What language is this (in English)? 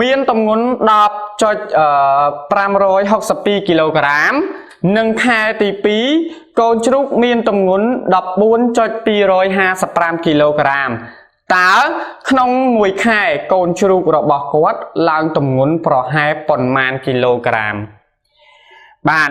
Khmer